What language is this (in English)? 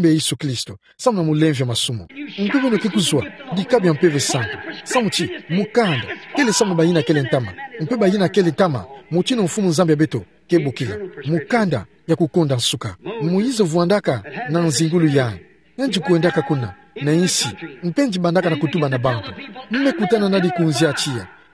Kituba (Democratic Republic of Congo)